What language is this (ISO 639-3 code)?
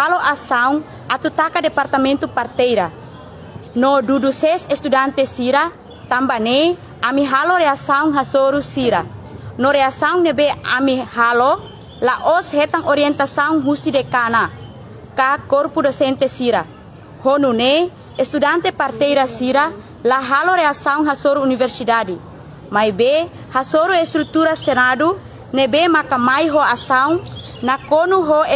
tet